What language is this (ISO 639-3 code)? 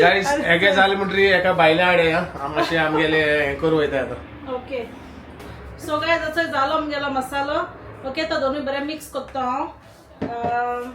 kok